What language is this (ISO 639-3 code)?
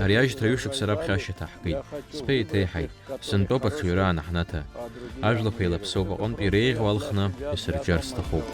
abk